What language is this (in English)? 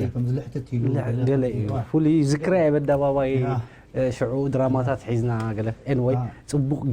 Tigrinya